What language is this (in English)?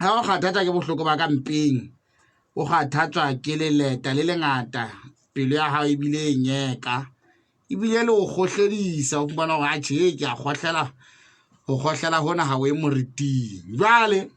Southern Sotho